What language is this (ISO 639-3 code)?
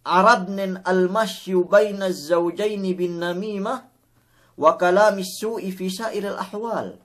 yka